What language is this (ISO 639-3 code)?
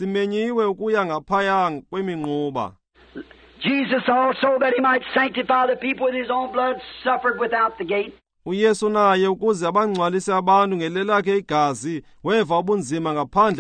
xho